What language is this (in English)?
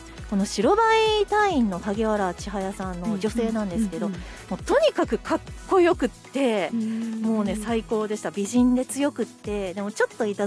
Japanese